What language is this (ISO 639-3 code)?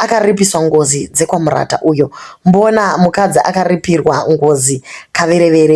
sna